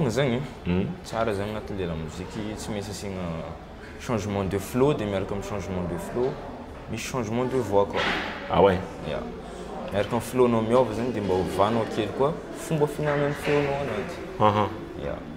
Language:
Malagasy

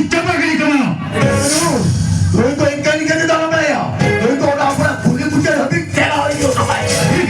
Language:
Santali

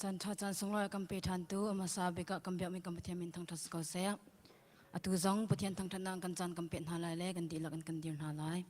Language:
Hakha Chin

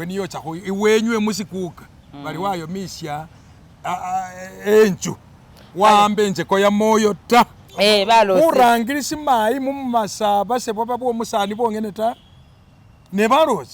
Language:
Masaaba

